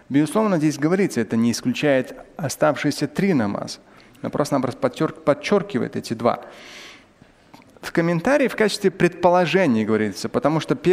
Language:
Russian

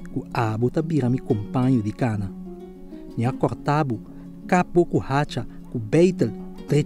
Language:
Papiamento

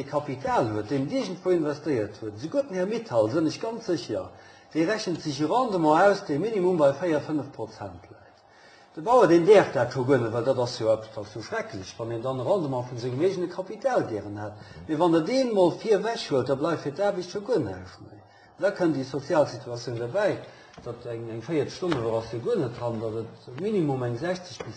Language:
Luxembourgish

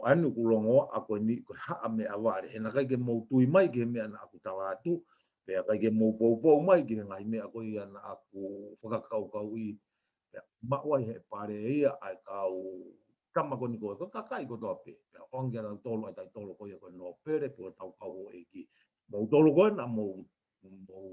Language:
Tongan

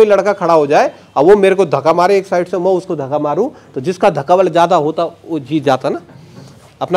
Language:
Hindi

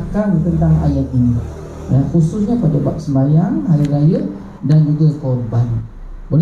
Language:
Malay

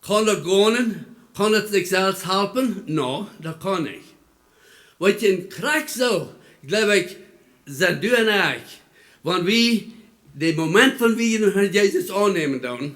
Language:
Plautdietsch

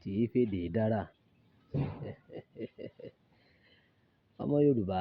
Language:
Yoruba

